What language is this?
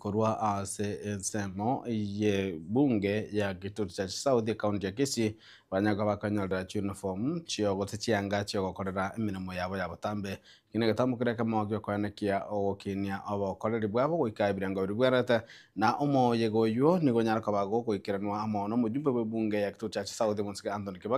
Gusii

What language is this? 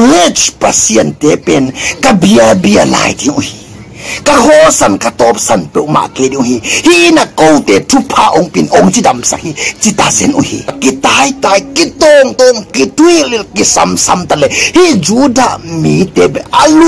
Tedim Chin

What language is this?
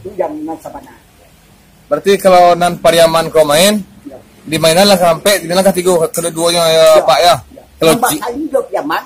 Minangkabau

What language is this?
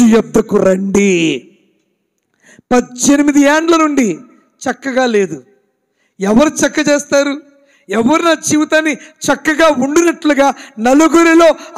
Telugu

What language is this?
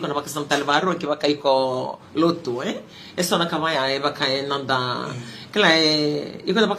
Fijian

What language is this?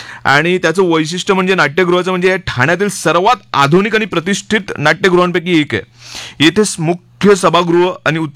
Marathi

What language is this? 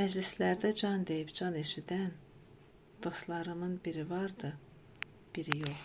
Azerbaijani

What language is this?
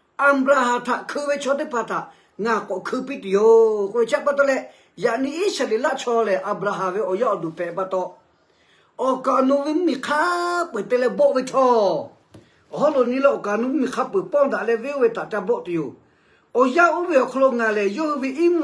Lahu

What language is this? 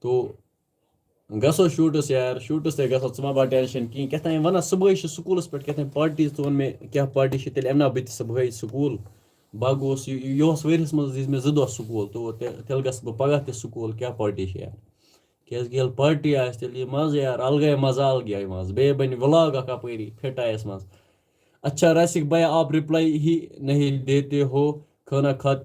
Kashmiri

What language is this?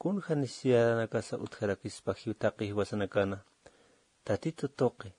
Aymara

